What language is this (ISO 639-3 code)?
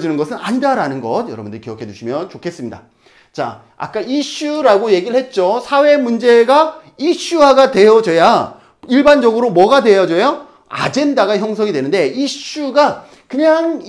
kor